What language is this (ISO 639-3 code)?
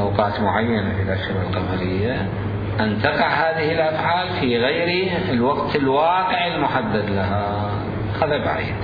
acm